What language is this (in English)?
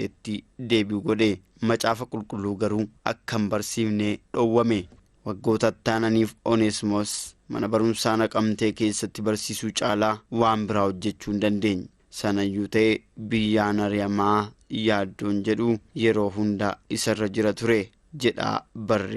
Oromo